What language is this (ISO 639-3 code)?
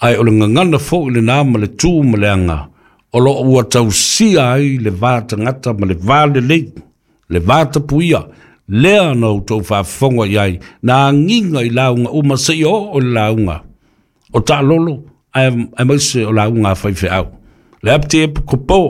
smo